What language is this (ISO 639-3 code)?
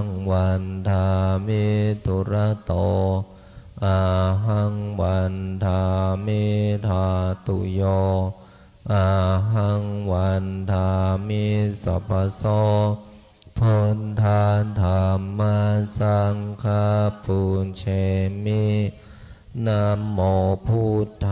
pli